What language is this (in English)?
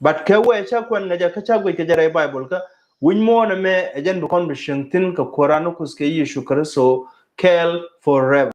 Nuer